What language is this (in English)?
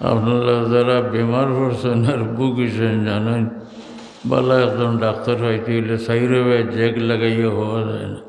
Sylheti